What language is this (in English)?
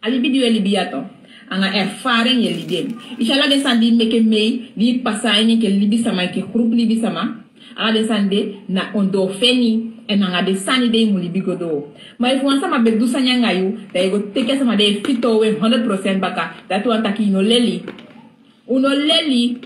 Sranan Tongo